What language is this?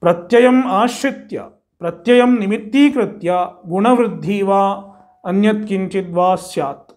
Sanskrit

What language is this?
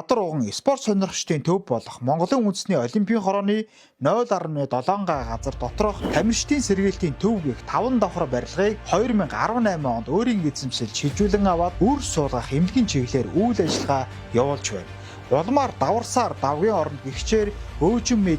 Mongolian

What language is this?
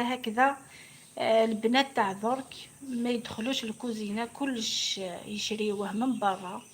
Algerian Arabic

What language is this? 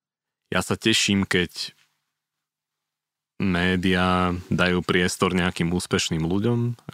Slovak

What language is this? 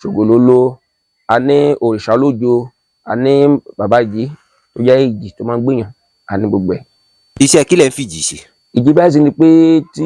Yoruba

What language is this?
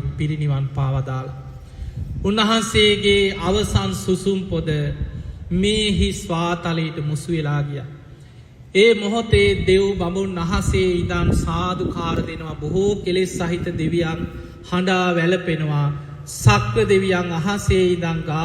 Sinhala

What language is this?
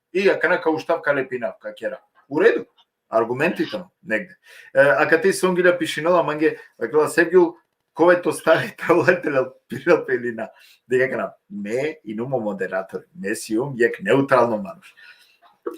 Balkan Romani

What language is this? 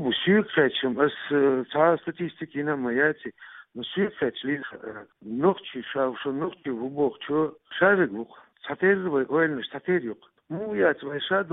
Chechen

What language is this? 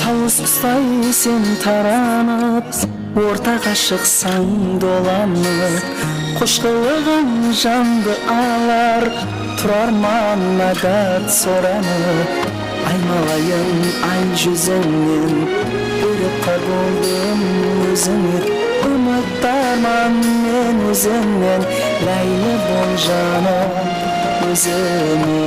Kara-Kalpak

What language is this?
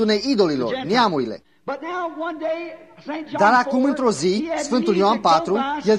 Romanian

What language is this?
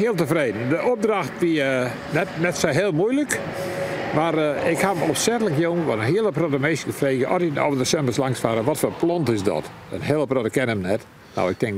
Western Frisian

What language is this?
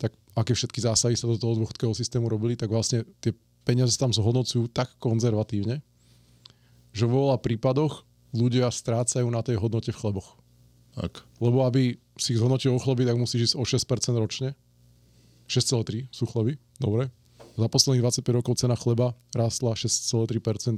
Slovak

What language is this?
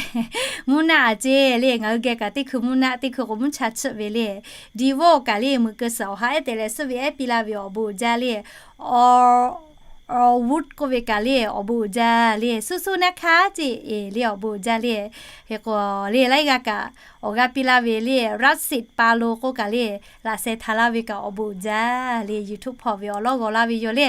Lahu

